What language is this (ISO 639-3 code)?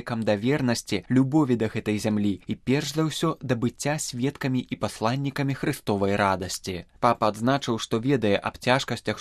bel